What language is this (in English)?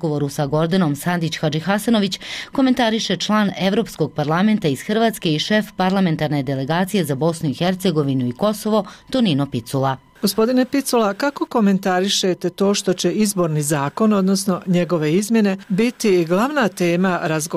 Bosnian